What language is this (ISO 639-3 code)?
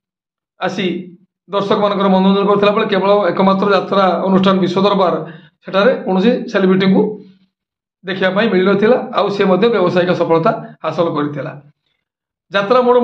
ori